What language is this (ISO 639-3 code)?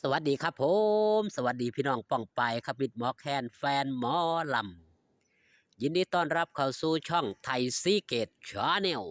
tts